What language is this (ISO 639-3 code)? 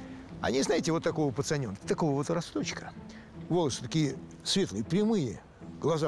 rus